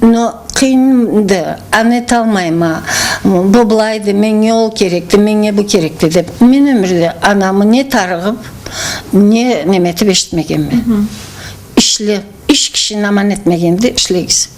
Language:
Karachay-Balkar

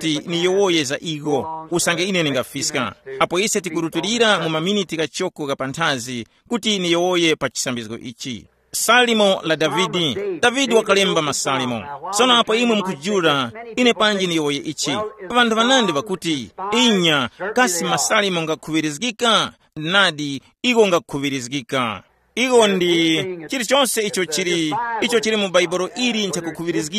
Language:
Tumbuka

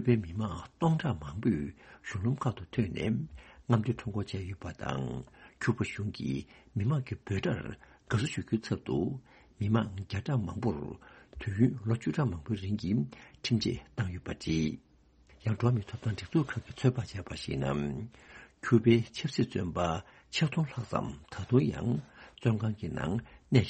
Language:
Tibetan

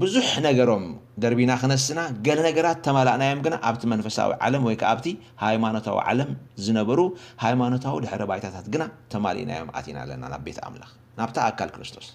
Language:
Tigrinya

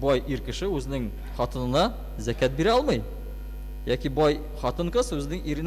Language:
Tatar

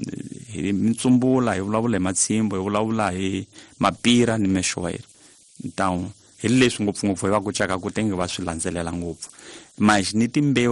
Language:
Tsonga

